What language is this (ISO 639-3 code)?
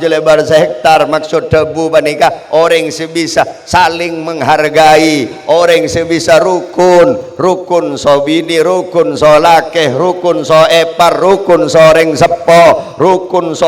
mad